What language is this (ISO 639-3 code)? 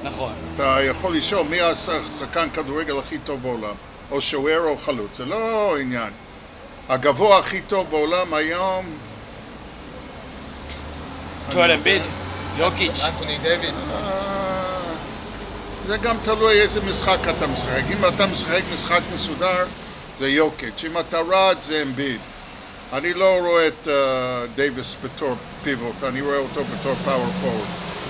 heb